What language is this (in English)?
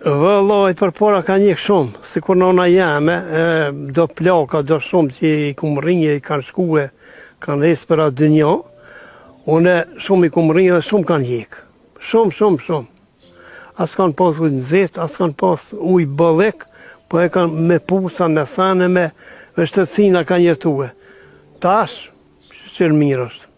Albanian